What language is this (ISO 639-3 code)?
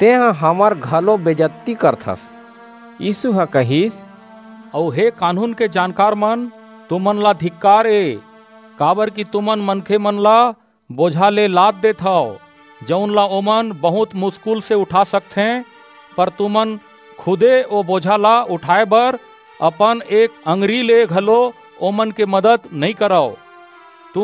hne